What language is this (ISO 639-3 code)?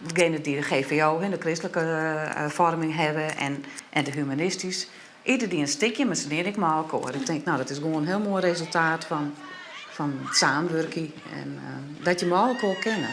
fry